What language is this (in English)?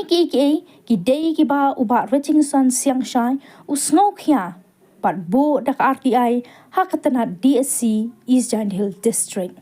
Khasi